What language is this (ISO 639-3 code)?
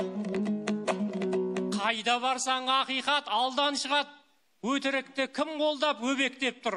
kaz